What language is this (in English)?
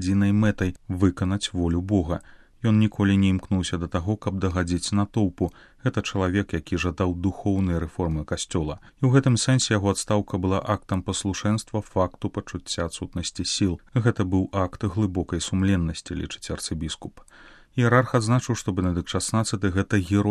Belarusian